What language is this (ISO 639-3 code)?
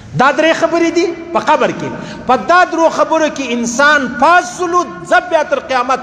pus